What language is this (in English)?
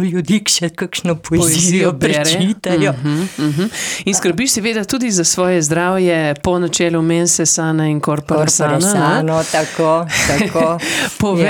Slovenian